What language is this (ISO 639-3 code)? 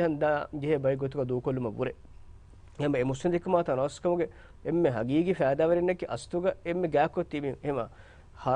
div